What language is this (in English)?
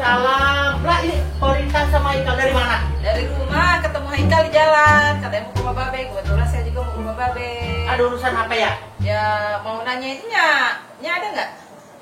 Betawi